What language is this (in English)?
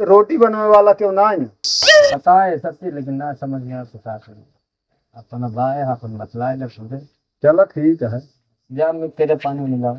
Awadhi